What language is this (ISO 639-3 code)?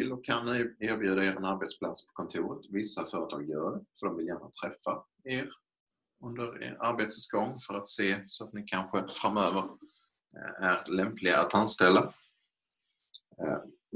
swe